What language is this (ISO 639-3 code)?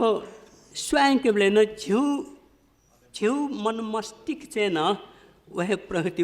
new